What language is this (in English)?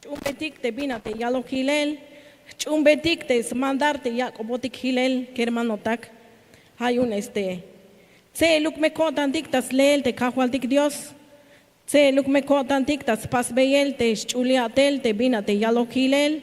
Tzeltal